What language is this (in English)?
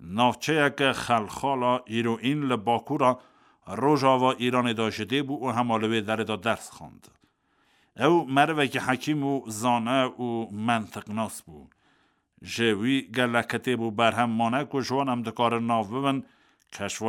Kurdish